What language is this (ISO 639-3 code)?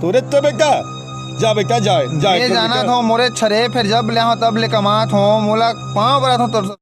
hne